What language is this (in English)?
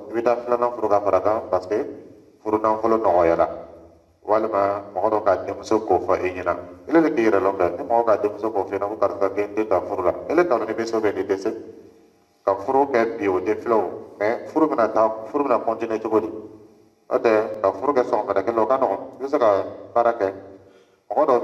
Dyula